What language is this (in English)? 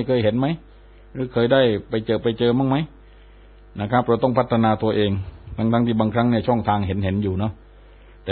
Thai